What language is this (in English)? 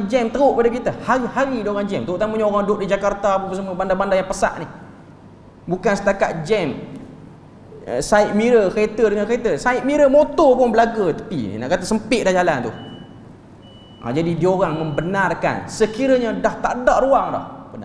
Malay